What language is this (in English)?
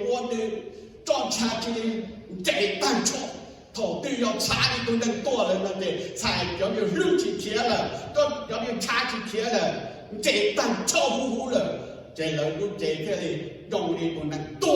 Hmong